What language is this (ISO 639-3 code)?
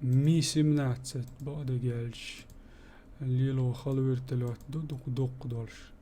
che